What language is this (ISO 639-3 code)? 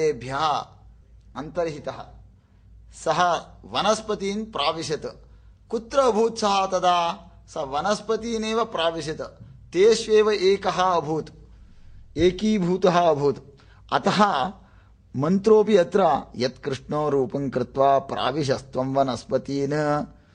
san